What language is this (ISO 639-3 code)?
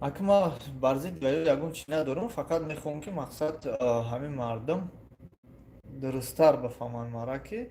tgk